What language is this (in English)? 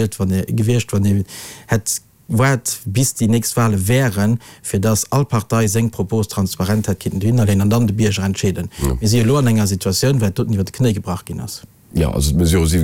Luxembourgish